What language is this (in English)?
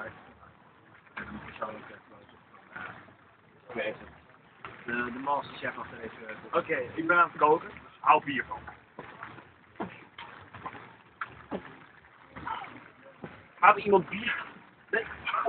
Dutch